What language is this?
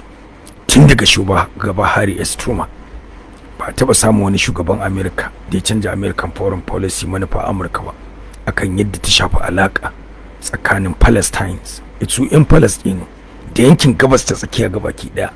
Hausa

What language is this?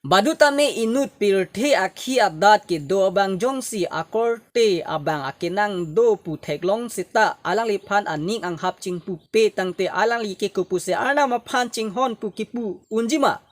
Karbi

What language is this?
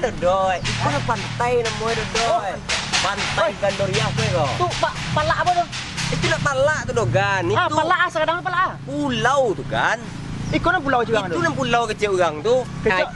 Minangkabau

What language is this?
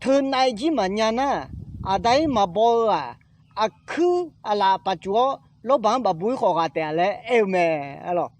Akha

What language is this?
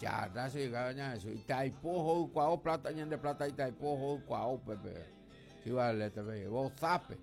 Guarani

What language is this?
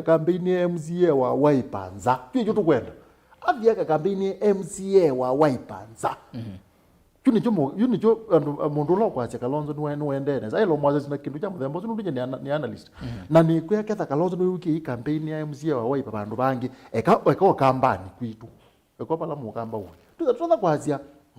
Kamba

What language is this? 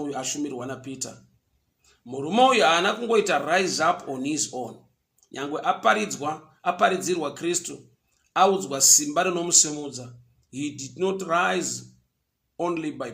Shona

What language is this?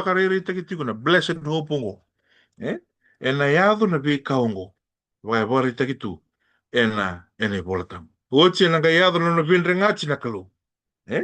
Fijian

